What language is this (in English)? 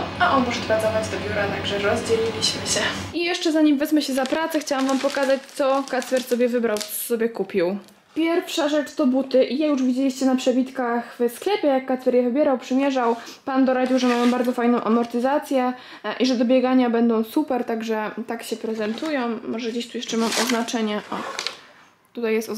Polish